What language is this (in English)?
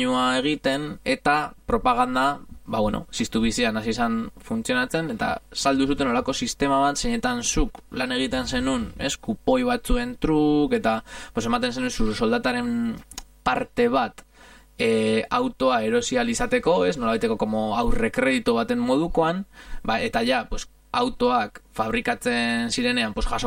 Basque